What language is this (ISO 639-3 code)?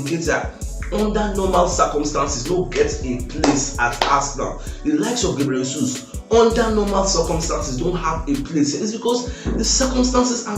pcm